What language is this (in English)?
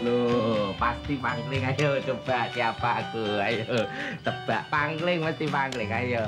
Betawi